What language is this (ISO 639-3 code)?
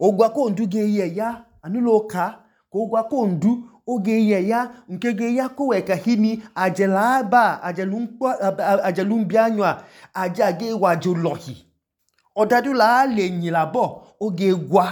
idu